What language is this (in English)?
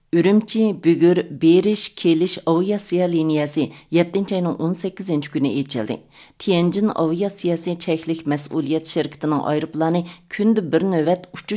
Uyghur